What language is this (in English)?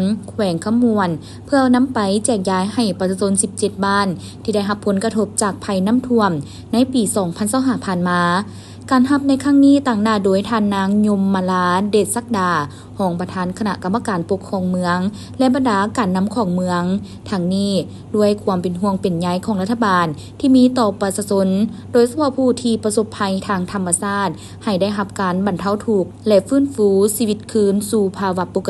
Lao